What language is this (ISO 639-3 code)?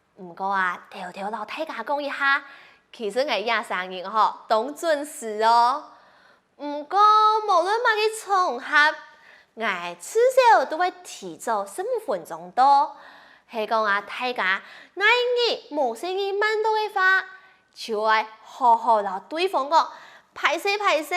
hak